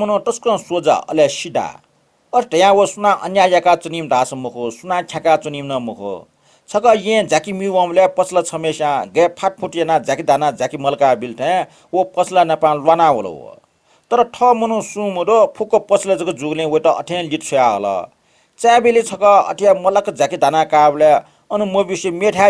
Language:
Newari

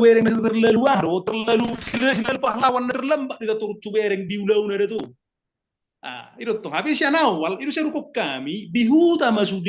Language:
Batak Toba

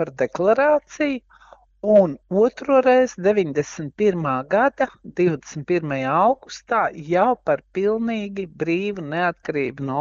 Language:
Latvian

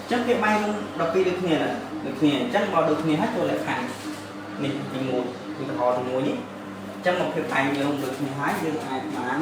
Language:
Khmer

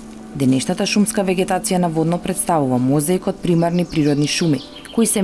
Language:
Macedonian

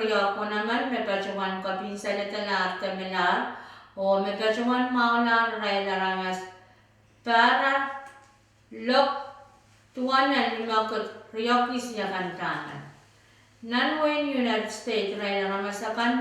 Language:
Pohnpeian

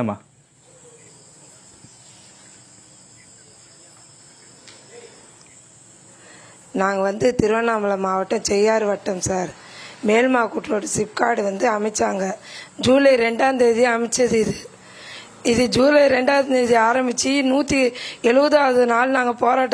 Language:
Tamil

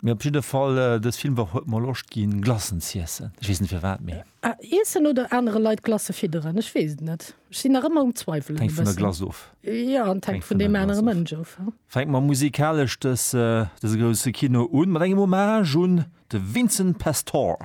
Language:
Luxembourgish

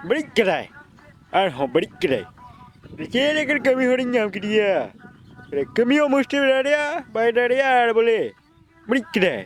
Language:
Santali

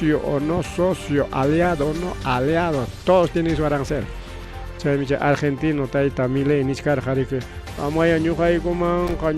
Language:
Ayacucho Quechua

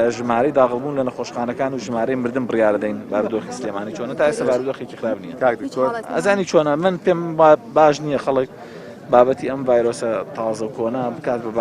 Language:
Central Kurdish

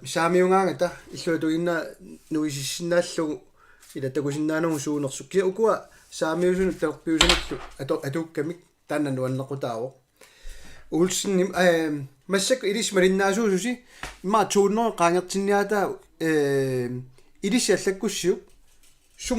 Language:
Kalaallisut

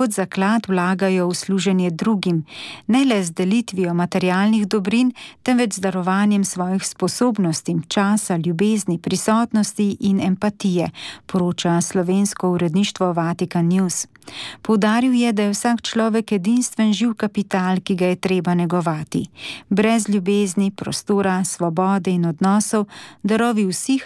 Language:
Slovenian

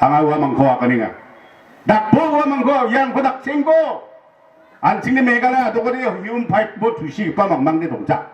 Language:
Garo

